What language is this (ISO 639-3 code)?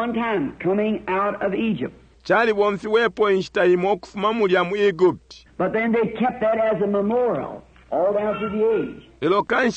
bem